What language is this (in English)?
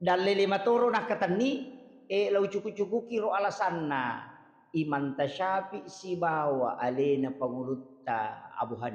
Buginese